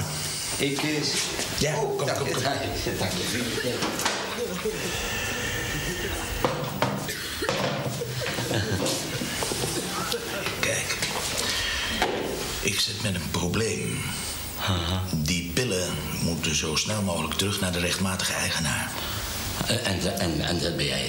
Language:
Dutch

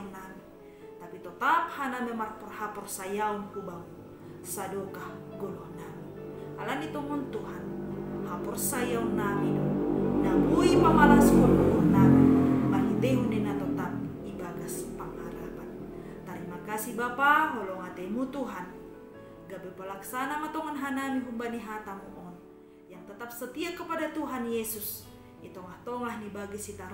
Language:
Batak Simalungun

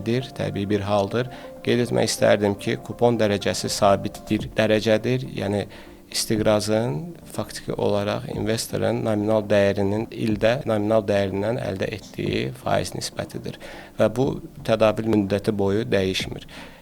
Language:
Azerbaijani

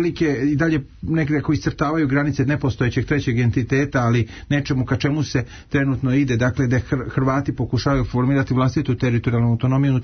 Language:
Serbian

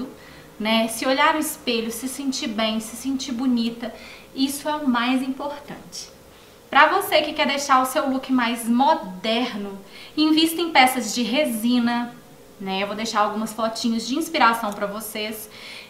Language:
Portuguese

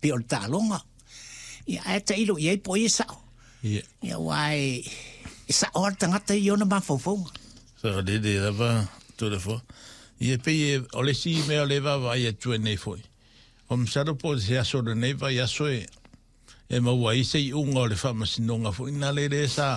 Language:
Samoan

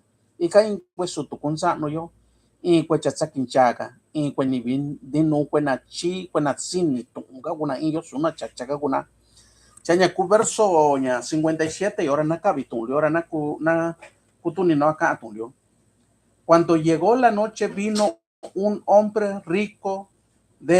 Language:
Mixtepec Mixtec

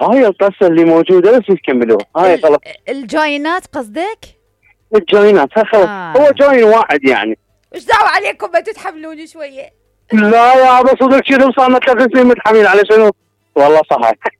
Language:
Mesopotamian Arabic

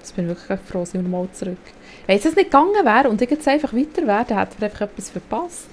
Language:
Swiss German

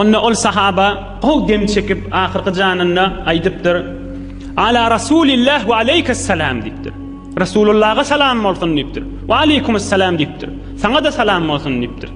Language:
Turkmen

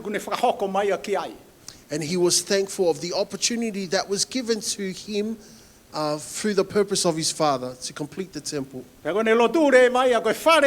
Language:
Tongan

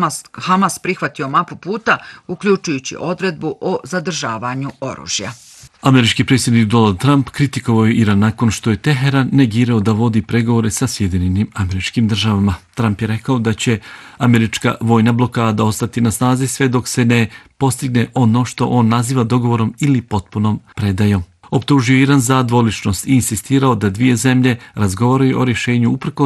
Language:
Bosnian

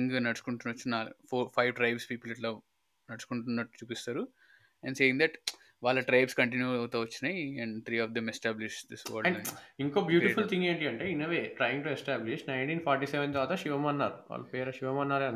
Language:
Telugu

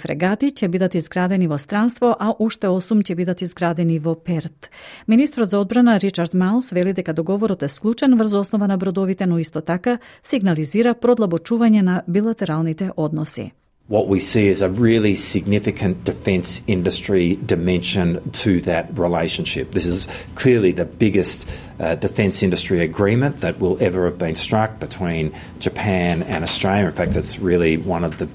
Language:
Macedonian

